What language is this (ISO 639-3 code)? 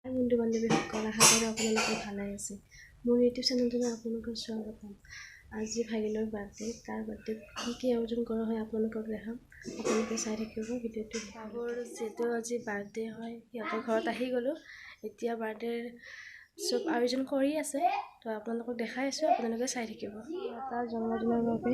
asm